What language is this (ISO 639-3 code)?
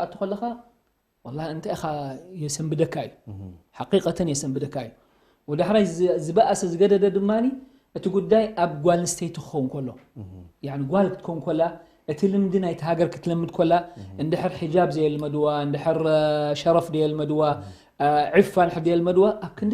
tir